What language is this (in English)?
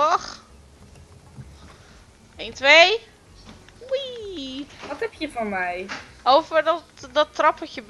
Dutch